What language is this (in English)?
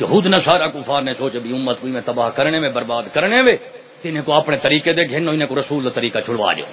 Saraiki